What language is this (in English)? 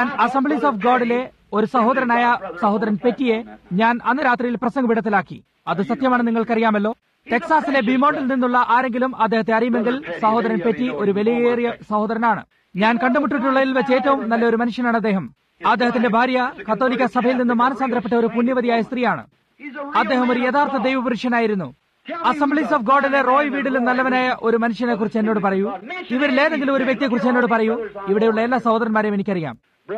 Malayalam